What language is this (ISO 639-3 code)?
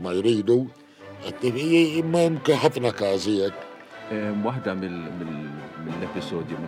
mlt